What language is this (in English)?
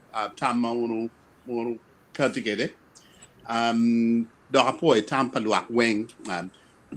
Acoli